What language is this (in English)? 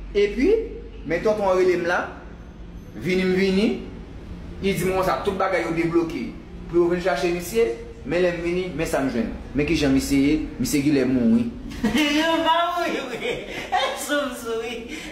Haitian Creole